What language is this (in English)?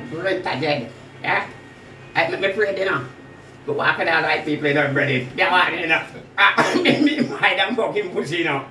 Jamaican Creole English